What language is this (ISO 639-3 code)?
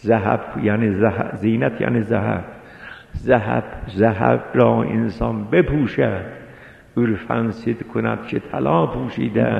fas